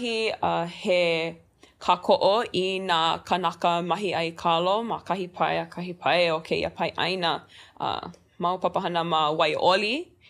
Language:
Hawaiian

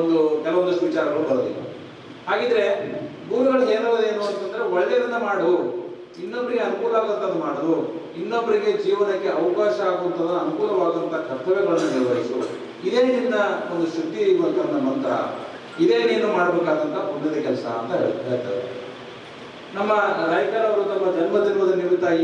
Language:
Kannada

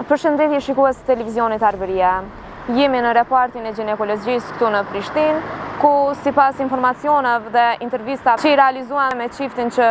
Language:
Albanian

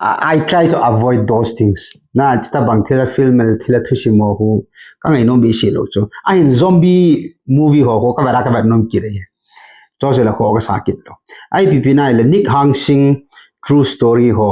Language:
Thado Chin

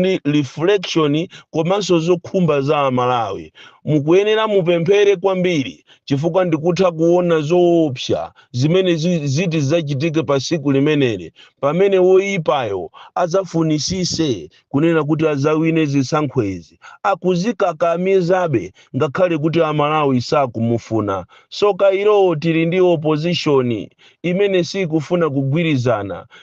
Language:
Nyanja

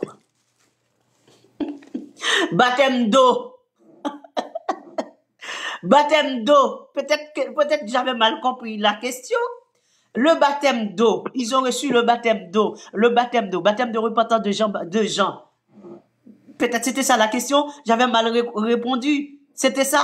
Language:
French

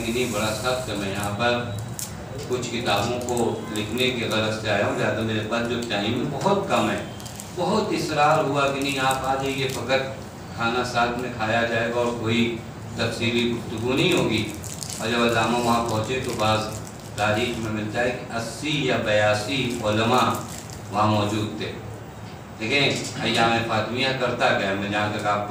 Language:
Urdu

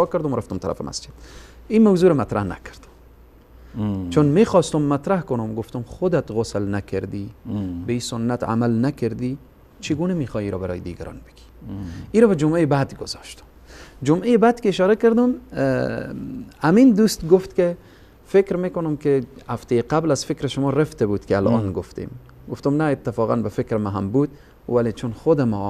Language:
Persian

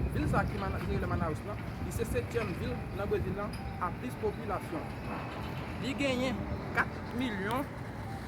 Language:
Haitian Creole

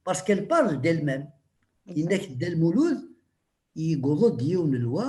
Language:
Kabyle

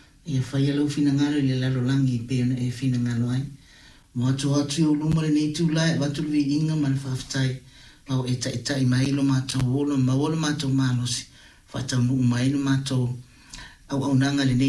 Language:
Samoan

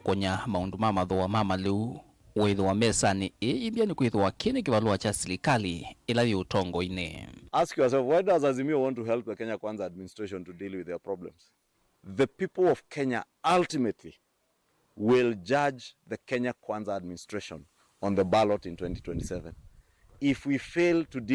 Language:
Kamba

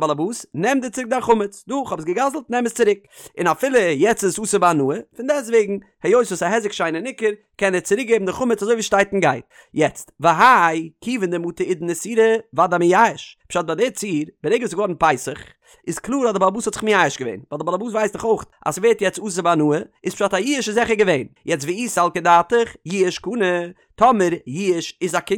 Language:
Yiddish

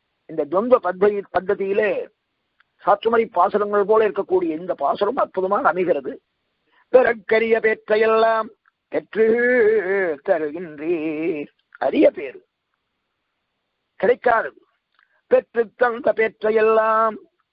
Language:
Tamil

